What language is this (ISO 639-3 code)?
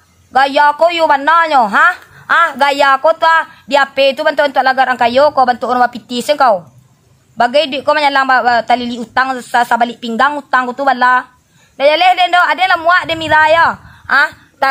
min